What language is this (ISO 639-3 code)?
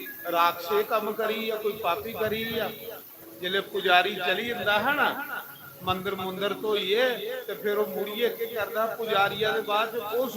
doi